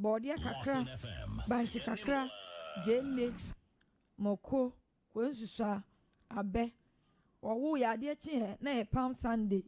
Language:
Akan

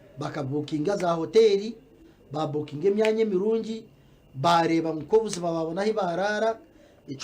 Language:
Nyankole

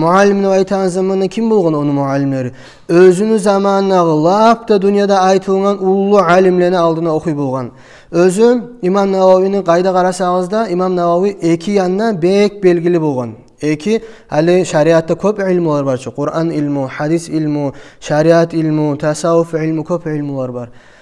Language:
Kumyk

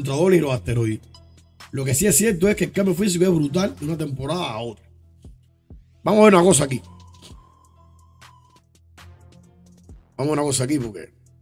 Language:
Spanish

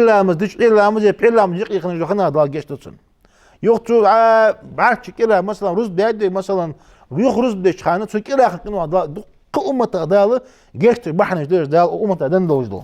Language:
Ingush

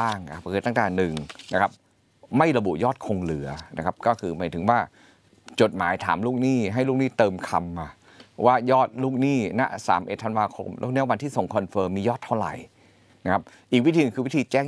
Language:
Thai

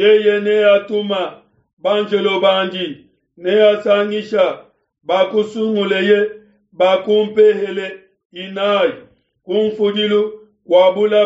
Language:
Luba-Lulua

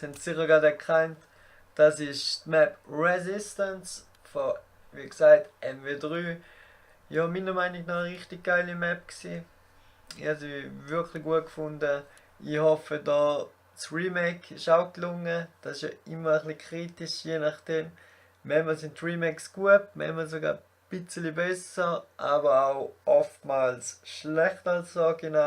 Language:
Swiss German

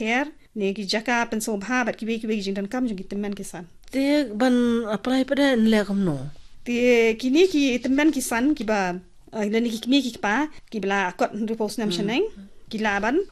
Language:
Khasi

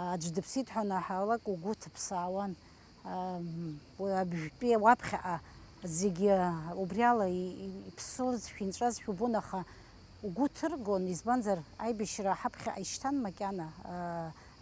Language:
Abkhazian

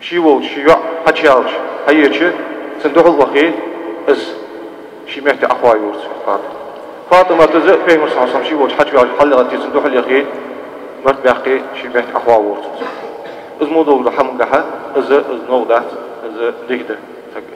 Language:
Ingush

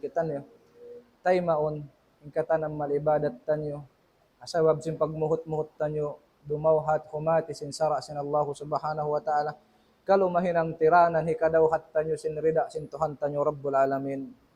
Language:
Tausug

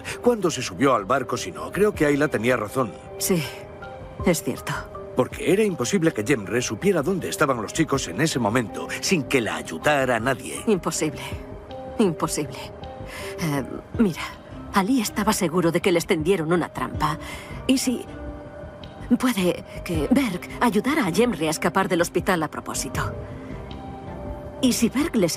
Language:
Spanish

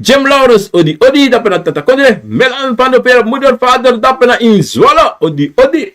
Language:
Sranan Tongo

